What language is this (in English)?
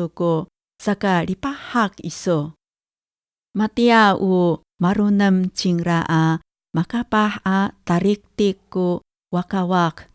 Amis